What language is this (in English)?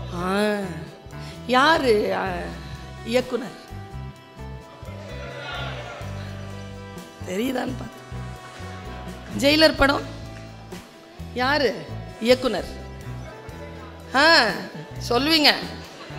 Tamil